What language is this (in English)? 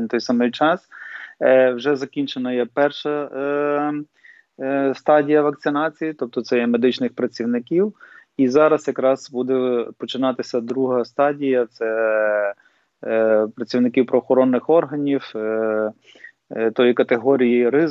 Ukrainian